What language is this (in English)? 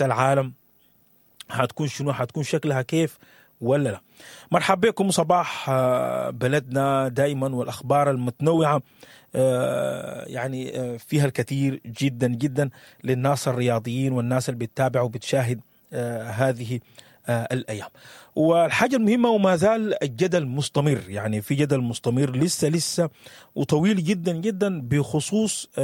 Sudanese Arabic